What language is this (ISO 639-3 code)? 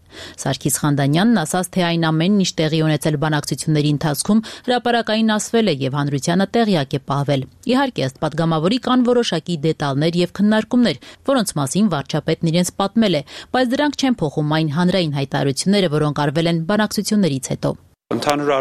hye